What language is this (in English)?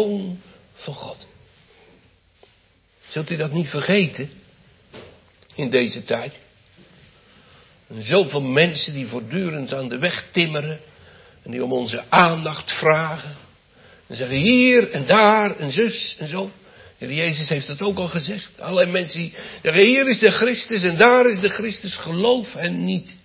Dutch